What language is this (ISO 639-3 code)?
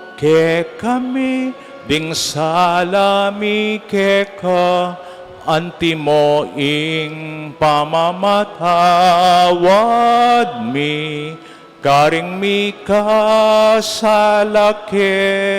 pam